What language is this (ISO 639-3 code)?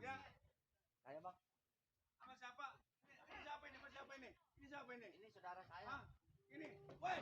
bew